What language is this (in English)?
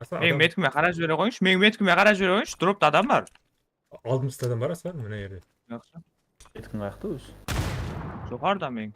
Kara-Kalpak